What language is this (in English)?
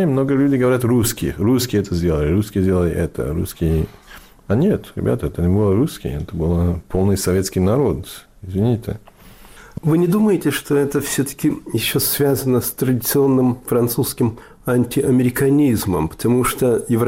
Russian